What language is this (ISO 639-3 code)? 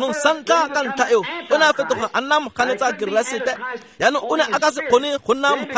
tsn